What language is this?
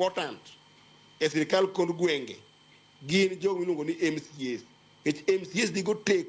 Luo (Kenya and Tanzania)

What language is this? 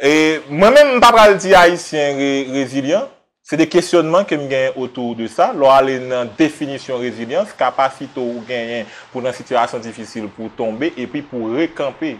Haitian Creole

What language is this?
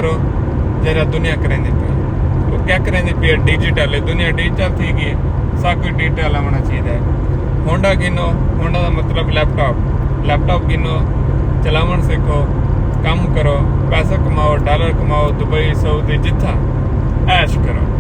Saraiki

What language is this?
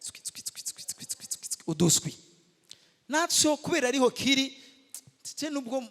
Rundi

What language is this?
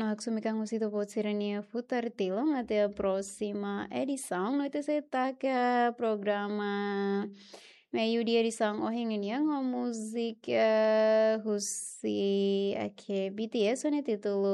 Tetum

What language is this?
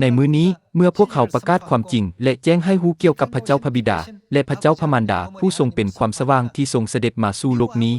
Lao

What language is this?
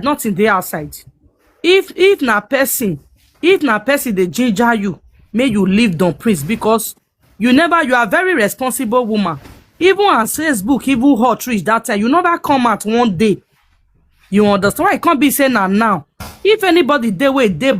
Nigerian Pidgin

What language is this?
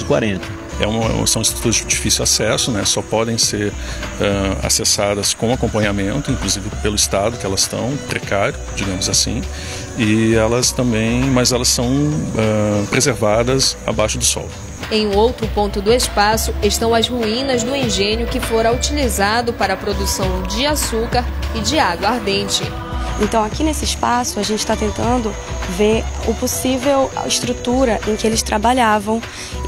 Portuguese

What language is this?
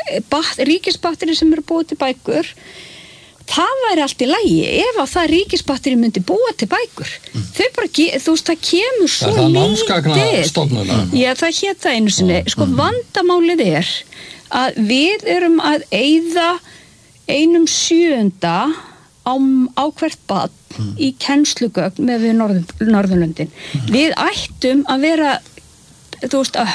Icelandic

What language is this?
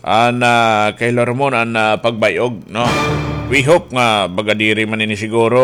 Waray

